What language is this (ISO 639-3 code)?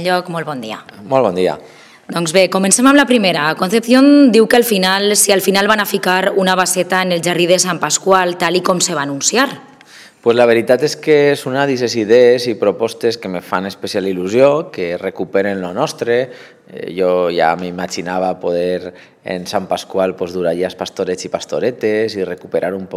cat